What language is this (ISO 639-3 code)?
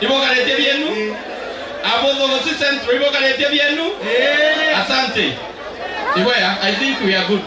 mer